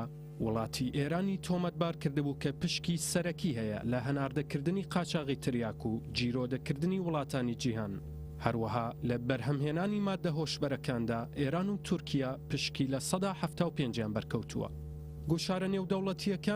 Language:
Central Kurdish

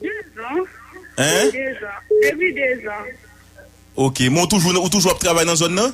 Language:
Haitian Creole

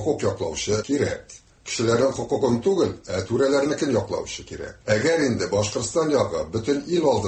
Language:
Tatar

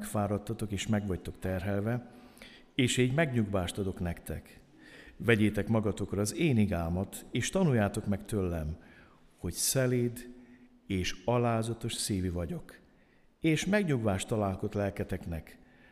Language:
Hungarian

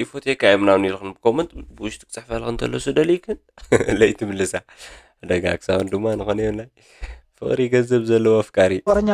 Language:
Tigrinya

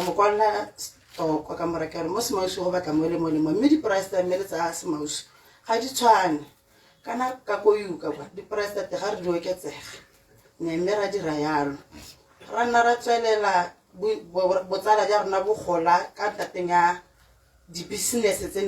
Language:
Tswana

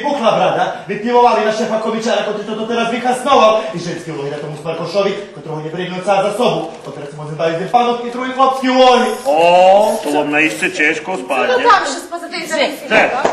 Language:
Rusyn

